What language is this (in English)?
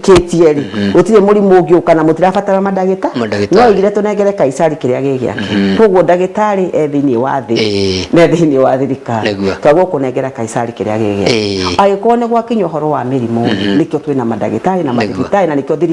Kikuyu